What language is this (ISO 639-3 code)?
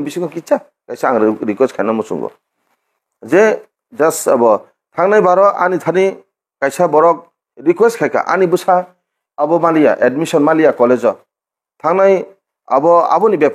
trp